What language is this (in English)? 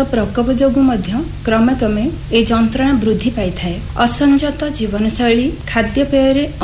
Odia